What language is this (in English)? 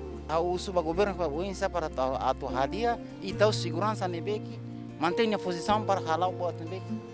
Tetum